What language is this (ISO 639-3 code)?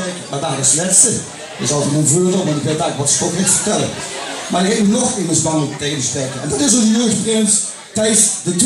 lim